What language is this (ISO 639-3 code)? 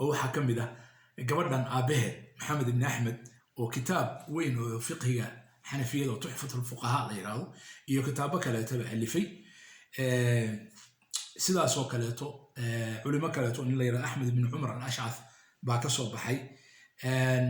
som